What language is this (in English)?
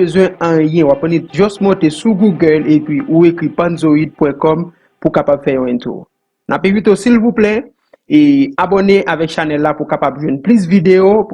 Haitian Creole